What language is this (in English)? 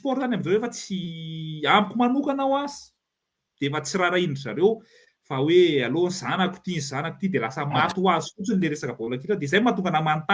Malagasy